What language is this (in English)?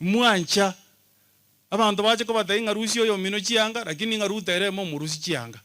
Gusii